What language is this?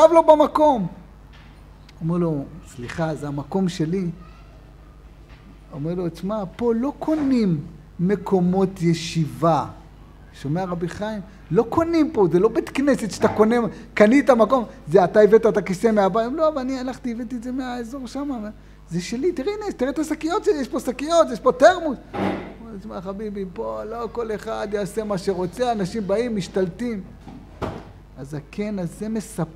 Hebrew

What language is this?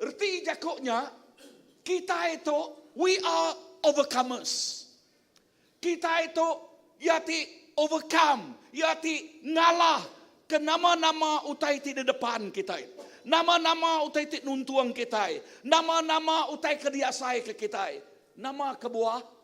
Iban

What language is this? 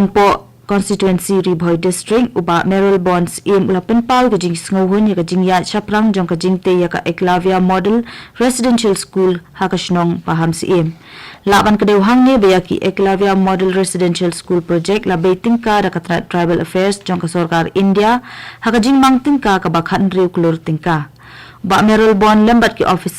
Khasi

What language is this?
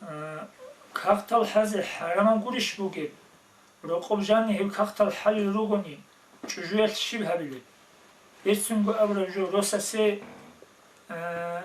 Avaric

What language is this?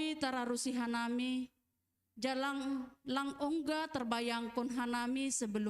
Batak Simalungun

